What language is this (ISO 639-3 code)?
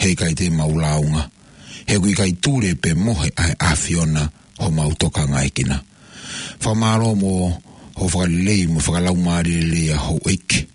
ton